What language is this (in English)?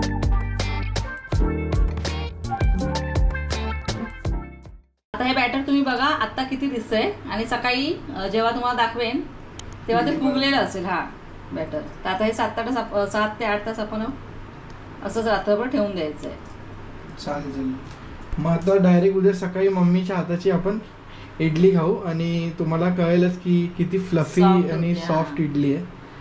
Marathi